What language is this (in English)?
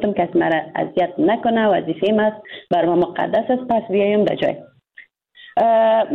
Persian